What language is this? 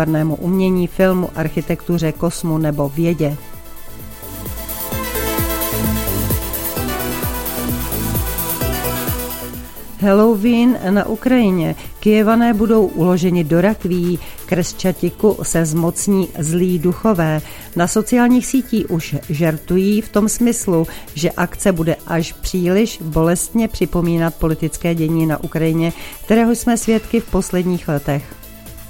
Czech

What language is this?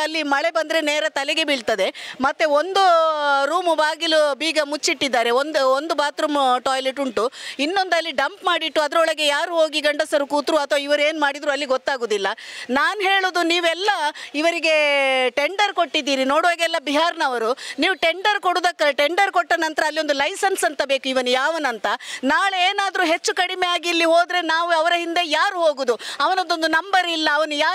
Kannada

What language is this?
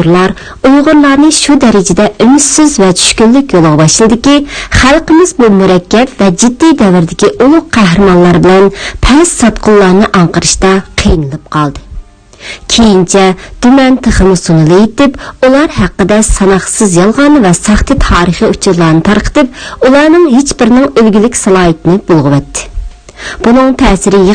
Uyghur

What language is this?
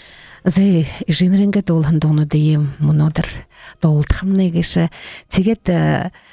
Buriat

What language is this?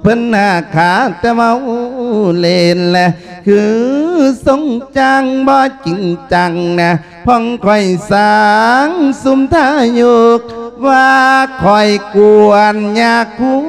Lao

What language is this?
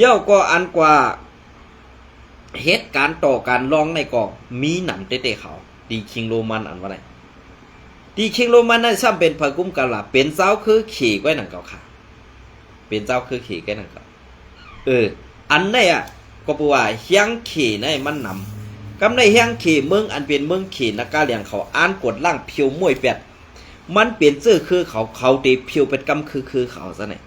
Shan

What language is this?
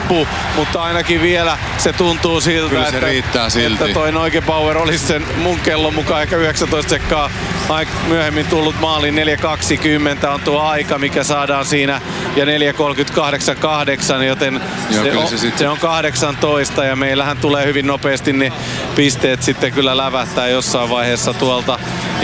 Finnish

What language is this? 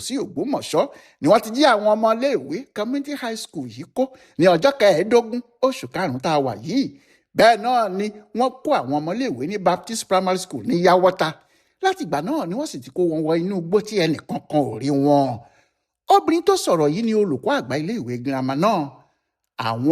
Yoruba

